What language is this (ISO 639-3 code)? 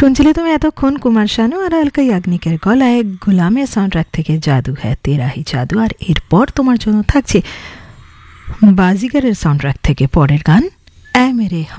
ben